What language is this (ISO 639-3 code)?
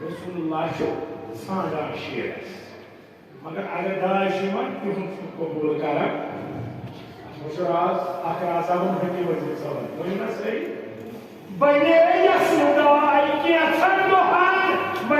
kas